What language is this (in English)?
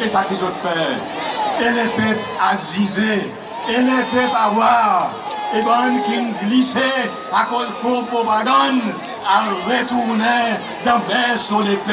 Seselwa Creole French